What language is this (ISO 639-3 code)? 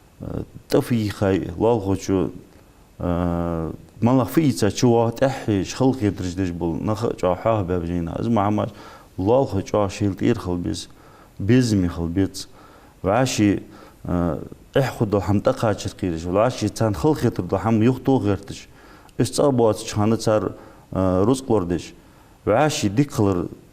inh